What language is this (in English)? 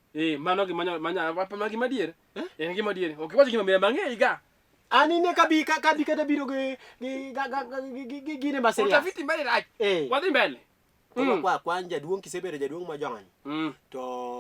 Luo (Kenya and Tanzania)